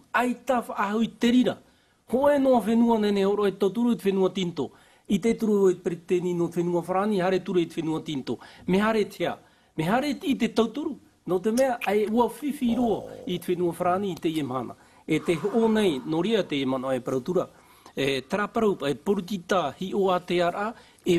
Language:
Tahitian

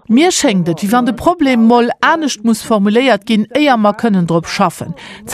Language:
Luxembourgish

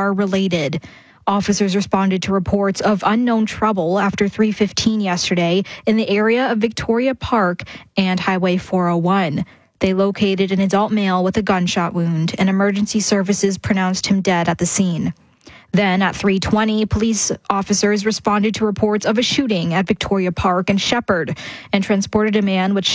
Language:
English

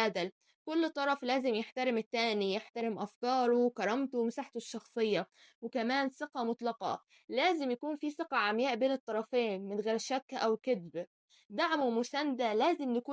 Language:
Egyptian Arabic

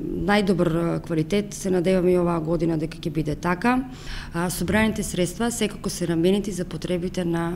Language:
Macedonian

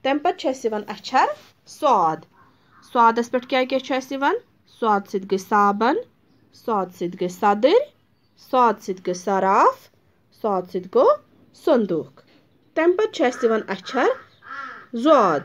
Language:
Kashmiri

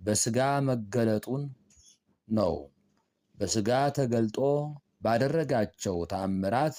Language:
Amharic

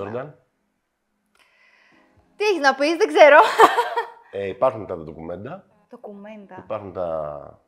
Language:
Greek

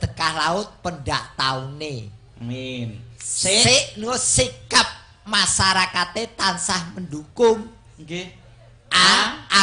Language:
Javanese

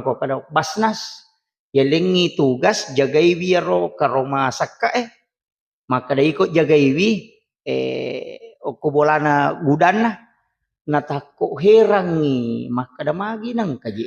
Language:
Buginese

